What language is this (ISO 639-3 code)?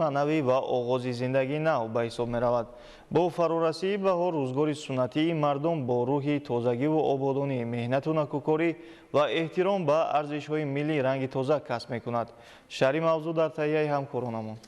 tgk